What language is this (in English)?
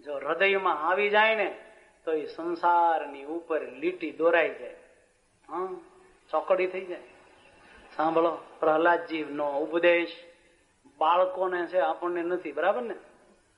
Gujarati